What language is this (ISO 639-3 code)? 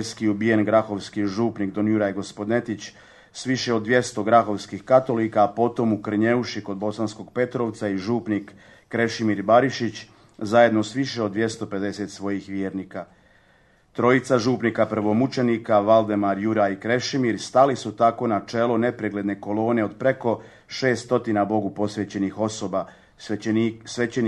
hrv